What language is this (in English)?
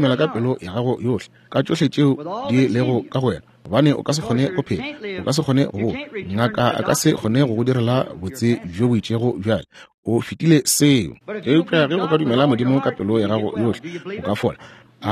Northern Sotho